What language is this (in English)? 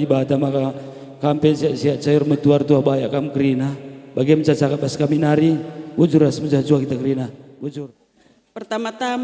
Batak Karo